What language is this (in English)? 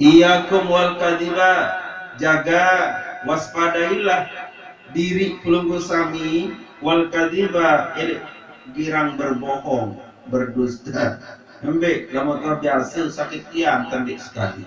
Sasak